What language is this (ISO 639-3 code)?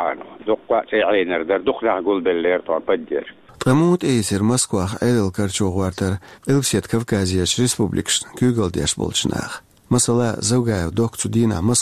che